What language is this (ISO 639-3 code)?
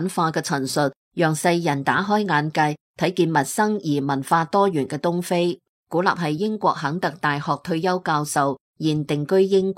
yue